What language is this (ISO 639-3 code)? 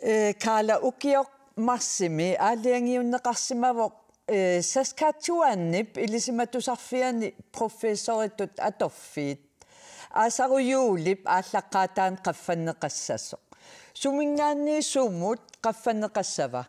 kal